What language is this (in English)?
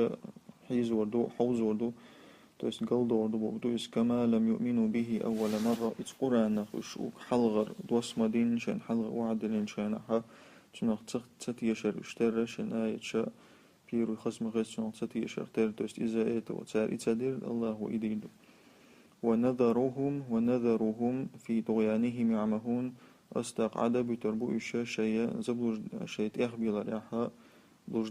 Chechen